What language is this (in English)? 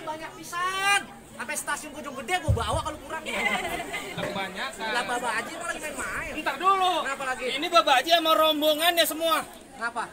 Betawi